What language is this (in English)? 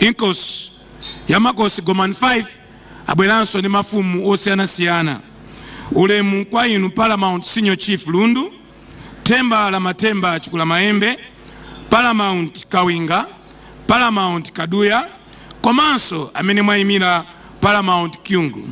Nyanja